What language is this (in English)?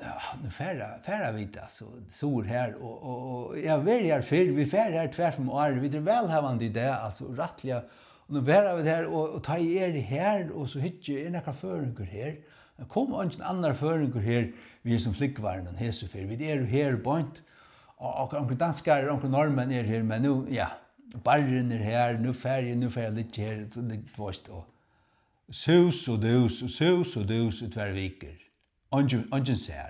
Faroese